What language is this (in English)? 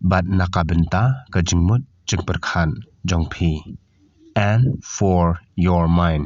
Khasi